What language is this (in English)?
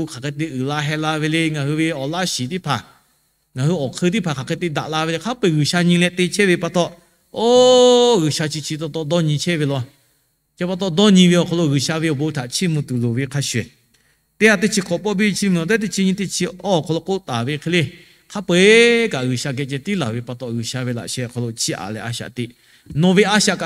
Lahu